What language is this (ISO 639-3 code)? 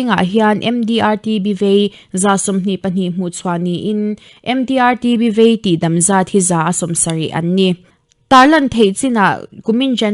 lus